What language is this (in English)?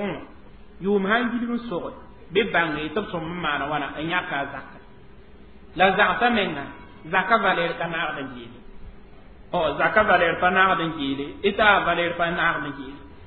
Mossi